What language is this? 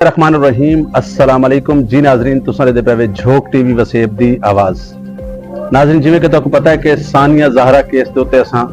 Saraiki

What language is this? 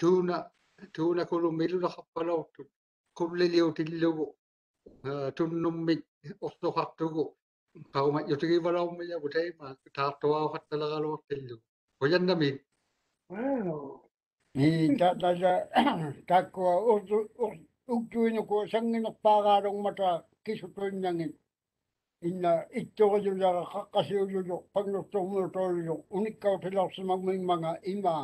Māori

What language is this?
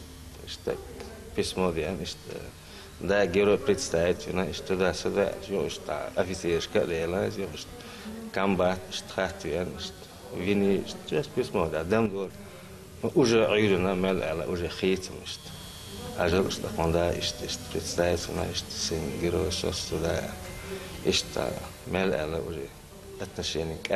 Chechen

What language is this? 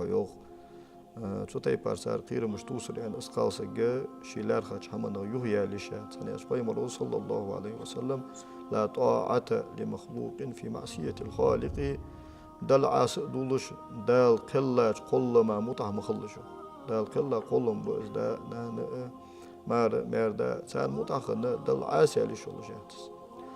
Ingush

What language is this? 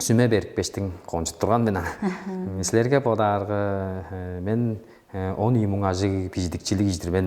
Tuvinian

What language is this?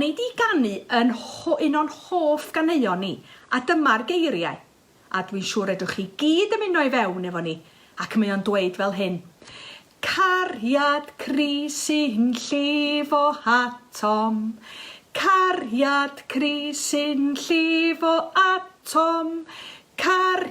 Welsh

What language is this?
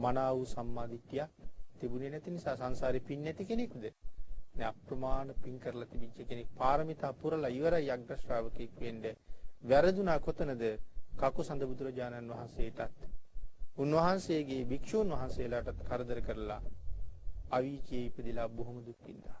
Sinhala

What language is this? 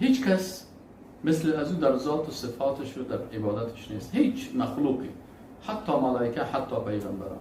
Persian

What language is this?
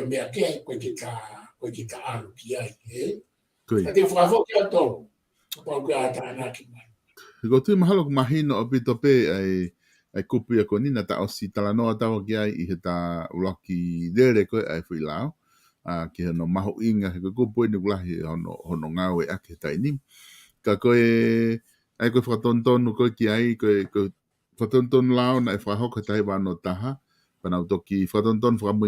Tongan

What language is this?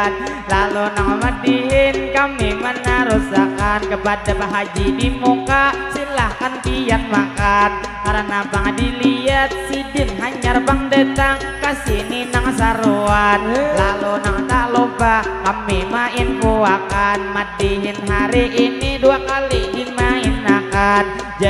Banjar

